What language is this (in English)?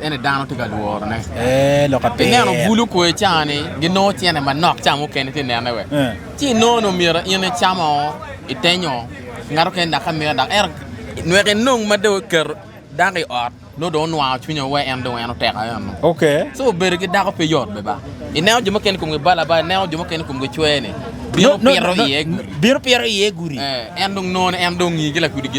Acoli